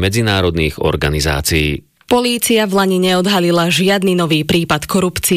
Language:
Slovak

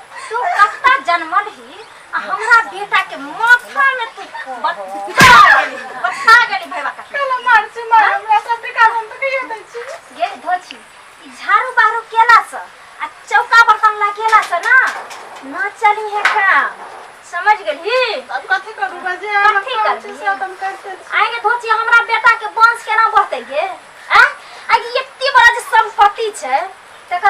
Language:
Maithili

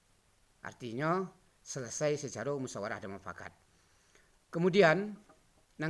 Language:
Minangkabau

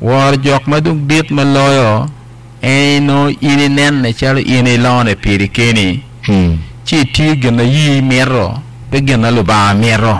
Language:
Acoli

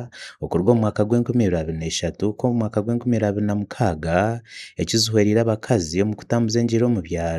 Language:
Nyankole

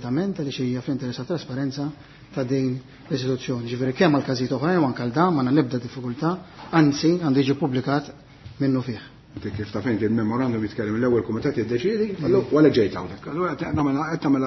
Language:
Maltese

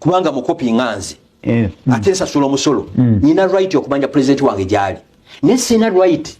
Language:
Ganda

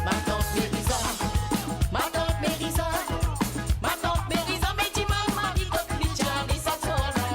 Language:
Morisyen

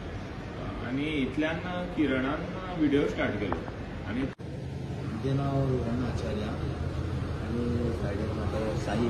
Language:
Konkani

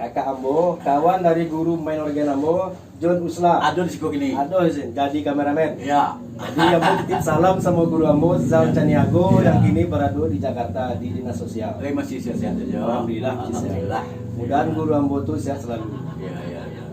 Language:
Minangkabau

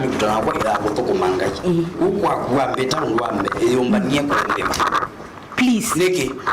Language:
Kamba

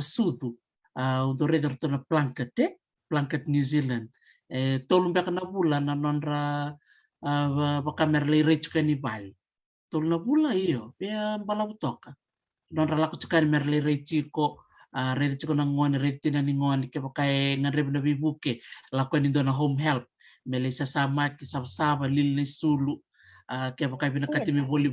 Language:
Fijian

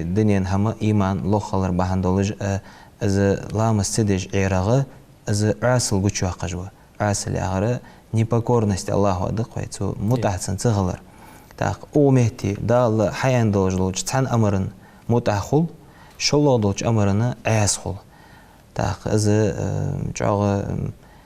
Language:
Ingush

